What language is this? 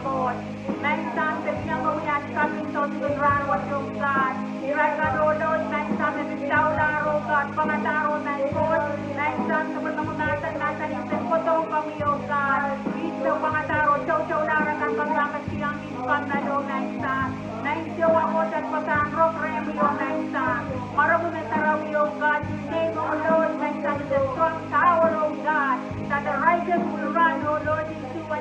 Pohnpeian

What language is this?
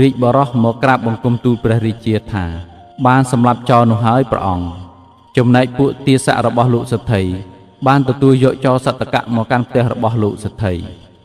Khmer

